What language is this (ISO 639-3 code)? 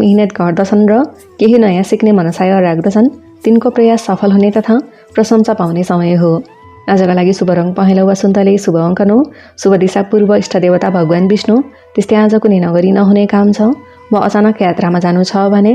nep